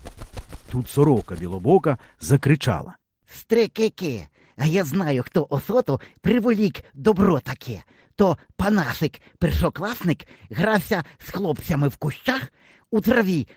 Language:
Ukrainian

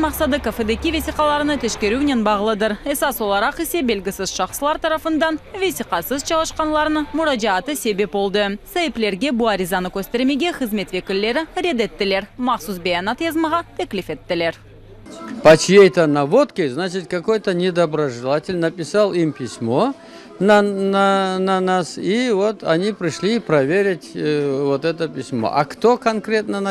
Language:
Crimean Tatar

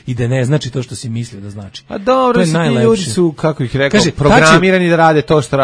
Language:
Serbian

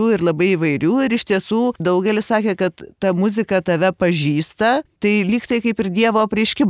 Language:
Lithuanian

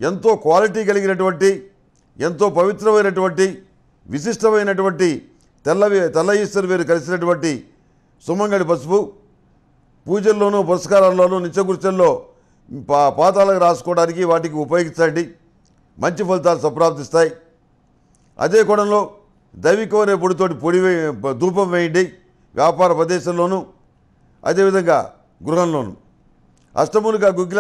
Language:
Telugu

